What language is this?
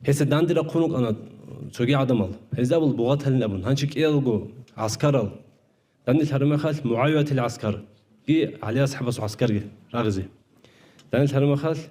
Avaric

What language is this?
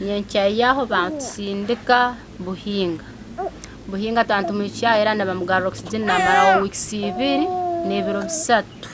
Nyankole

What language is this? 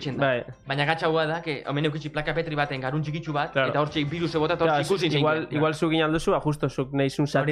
Basque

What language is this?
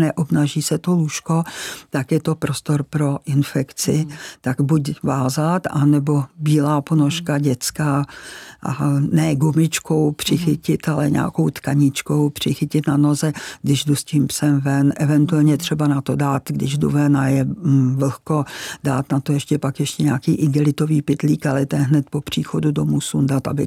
Czech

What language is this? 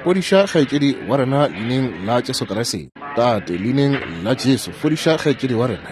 Northern Sotho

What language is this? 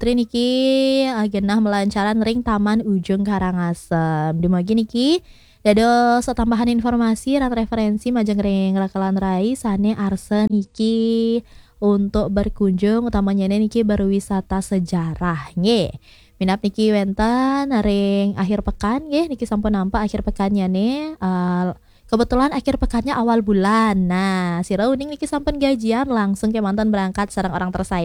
Balinese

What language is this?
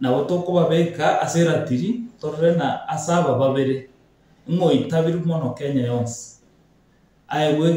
Gusii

